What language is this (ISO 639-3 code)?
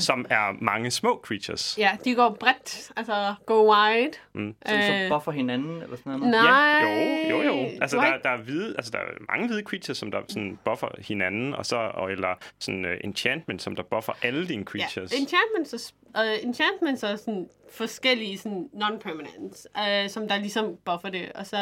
dan